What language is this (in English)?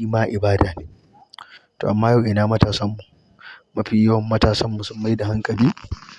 Hausa